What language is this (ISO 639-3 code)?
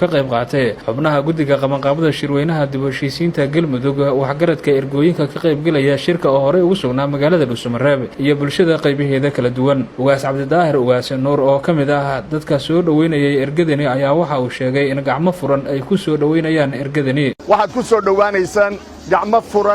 som